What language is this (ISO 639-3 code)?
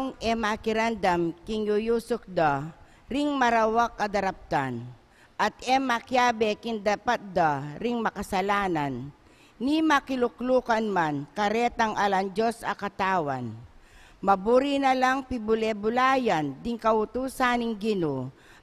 pam